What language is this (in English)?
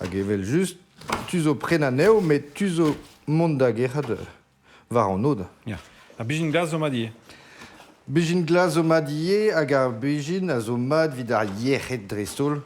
Breton